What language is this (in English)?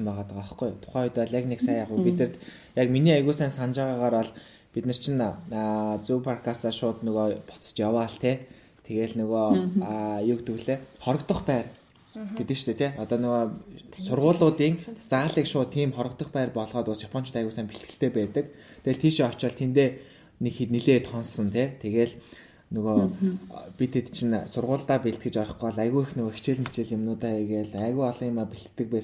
Mongolian